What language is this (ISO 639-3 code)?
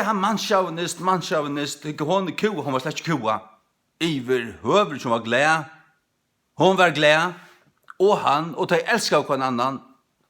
fao